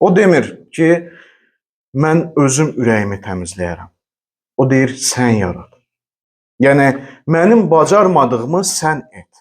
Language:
Azerbaijani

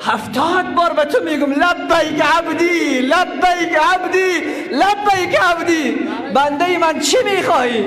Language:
Persian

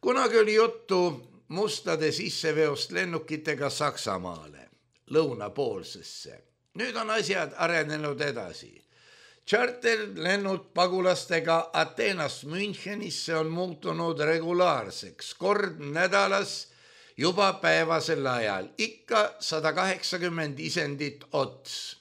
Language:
Estonian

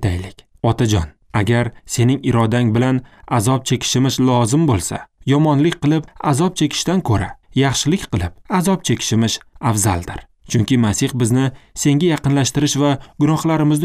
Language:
Uzbek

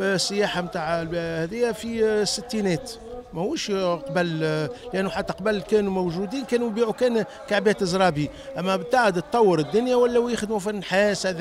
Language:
Tunisian Arabic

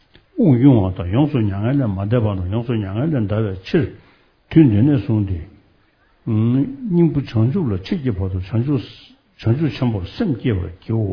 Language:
Tibetan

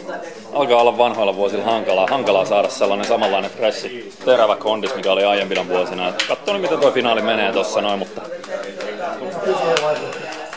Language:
Finnish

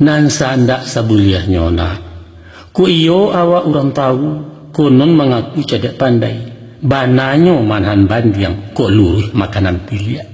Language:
Minangkabau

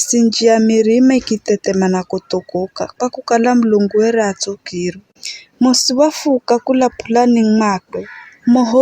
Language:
Giryama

